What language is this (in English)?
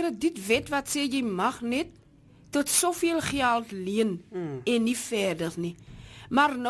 Afrikaans